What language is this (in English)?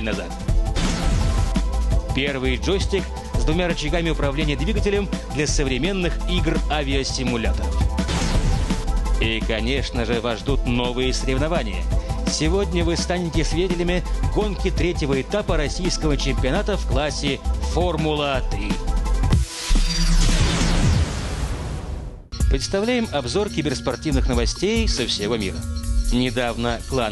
Russian